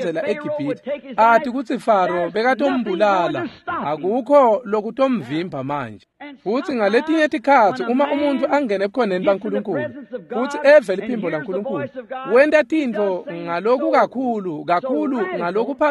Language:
Swati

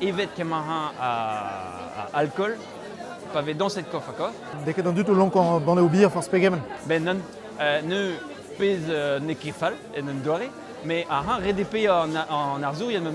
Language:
Breton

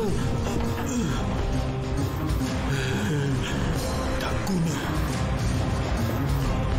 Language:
Malay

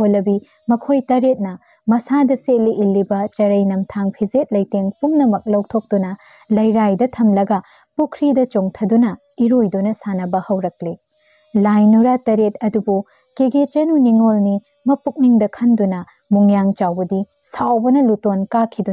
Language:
Manipuri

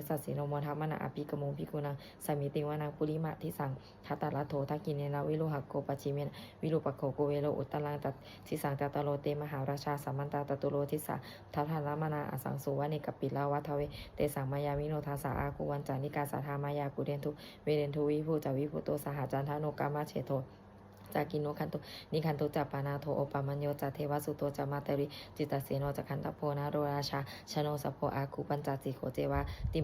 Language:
Pali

